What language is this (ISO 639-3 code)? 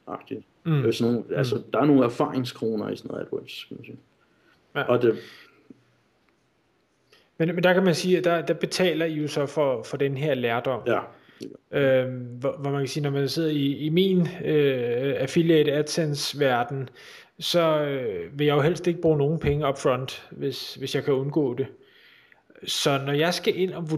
dan